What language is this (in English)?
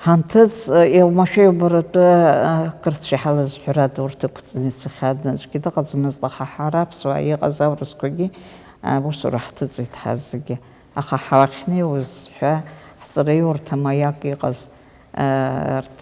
Abkhazian